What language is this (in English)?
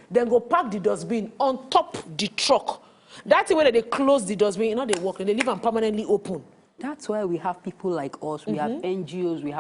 Nigerian Pidgin